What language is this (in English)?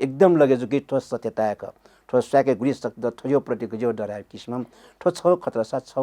Newari